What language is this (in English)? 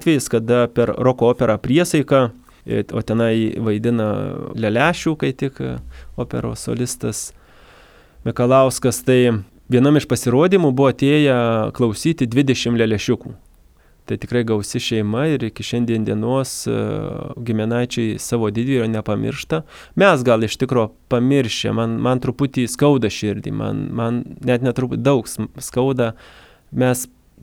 Lithuanian